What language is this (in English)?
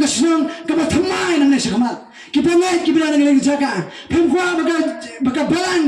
Khasi